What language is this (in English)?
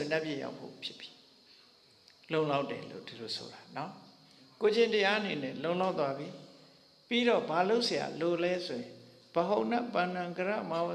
Burmese